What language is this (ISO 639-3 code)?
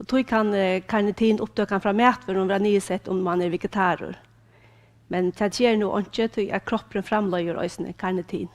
fao